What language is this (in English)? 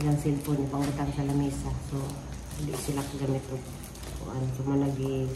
Cebuano